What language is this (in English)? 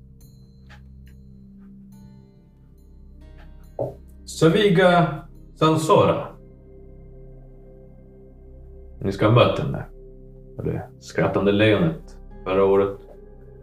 Swedish